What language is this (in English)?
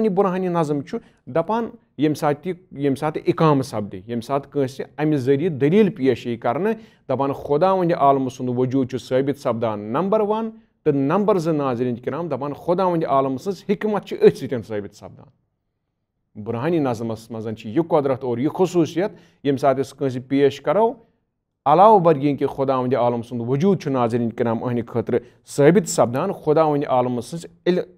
Kashmiri